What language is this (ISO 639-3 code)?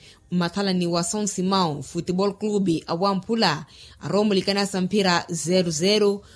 vmw